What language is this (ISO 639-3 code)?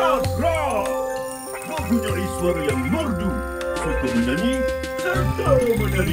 msa